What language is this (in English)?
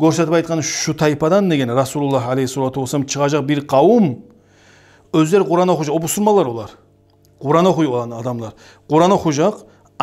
Kumyk